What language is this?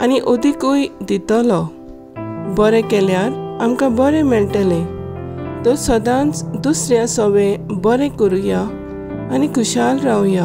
Konkani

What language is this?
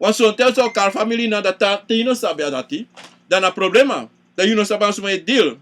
Sranan Tongo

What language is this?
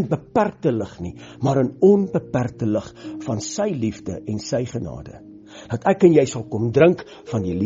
Afrikaans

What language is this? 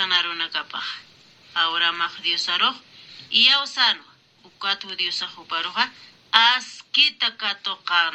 Aymara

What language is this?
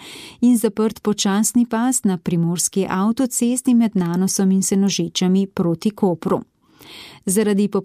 Slovenian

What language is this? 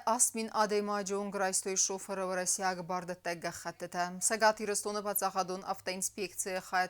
Ossetic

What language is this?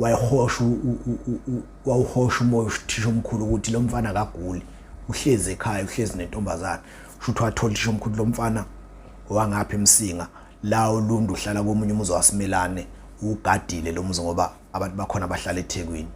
Zulu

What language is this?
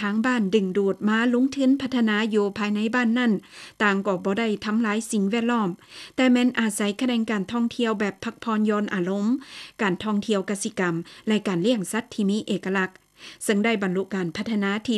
Lao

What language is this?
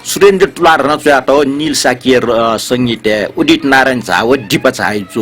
Newari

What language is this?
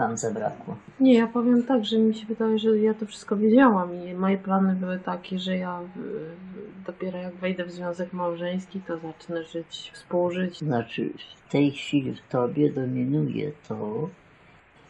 Polish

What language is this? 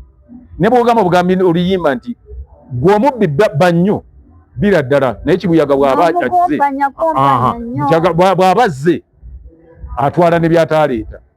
Ganda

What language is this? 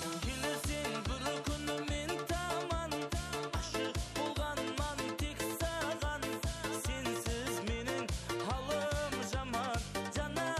Kara-Kalpak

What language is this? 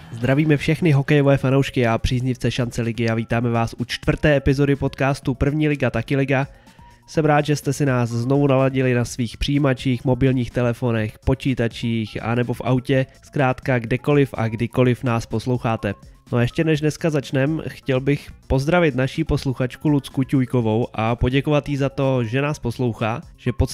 Czech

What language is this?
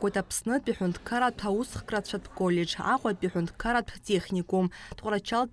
Abkhazian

